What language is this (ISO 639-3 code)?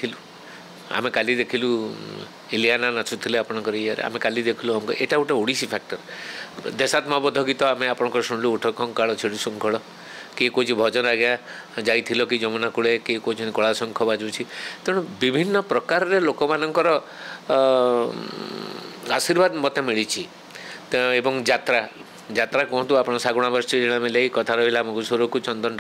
ori